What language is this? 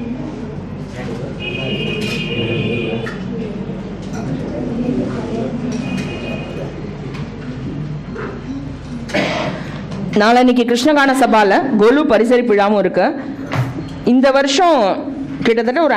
Tamil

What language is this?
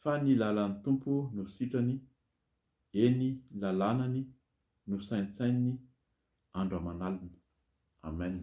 Malagasy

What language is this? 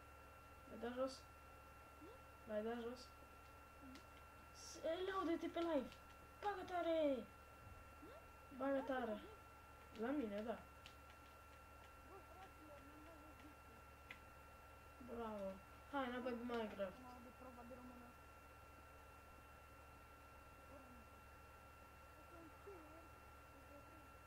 Romanian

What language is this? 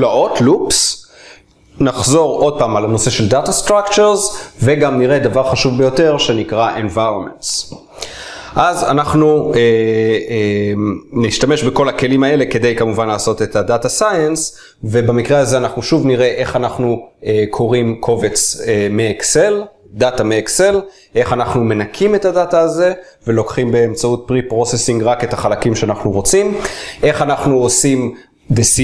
Hebrew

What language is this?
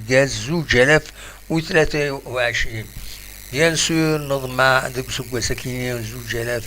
Kabyle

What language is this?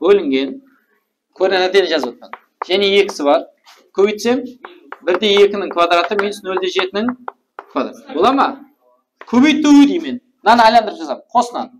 Kara-Kalpak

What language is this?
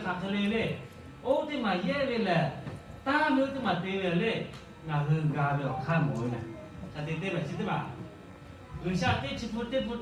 Lahu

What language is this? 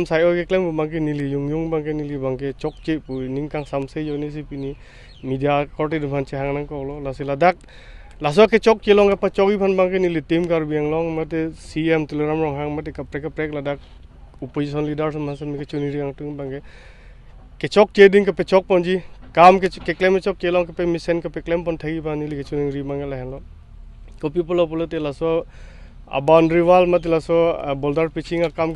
Karbi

